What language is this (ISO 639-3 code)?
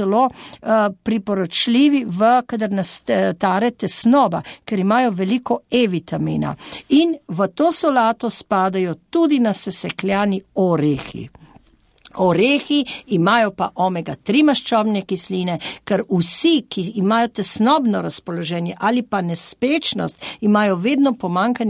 slv